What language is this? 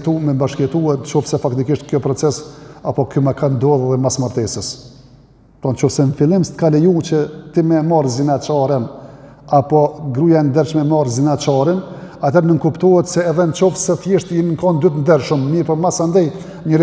Albanian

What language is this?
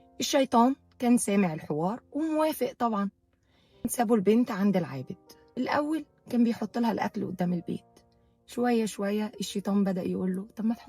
Egyptian Arabic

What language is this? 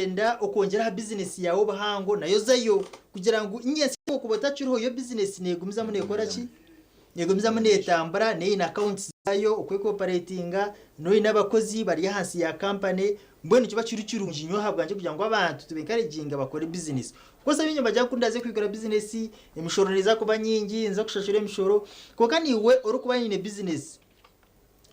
Nyankole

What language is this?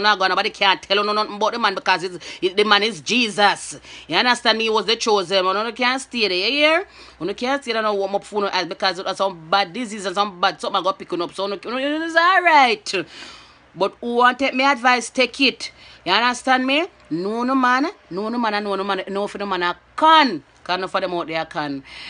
Jamaican Creole English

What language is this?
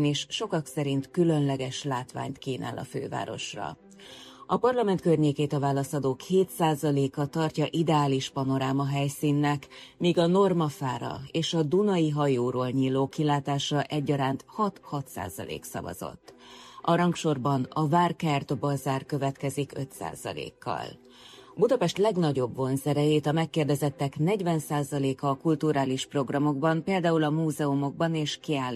Hungarian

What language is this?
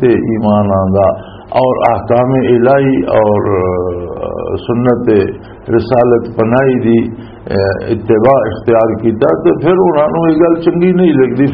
Western Panjabi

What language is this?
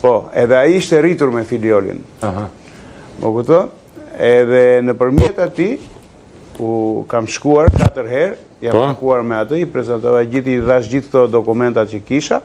Albanian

